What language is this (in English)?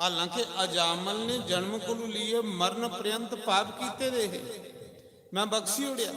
Dogri